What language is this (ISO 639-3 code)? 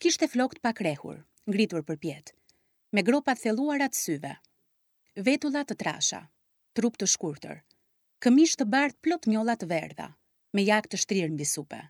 sqi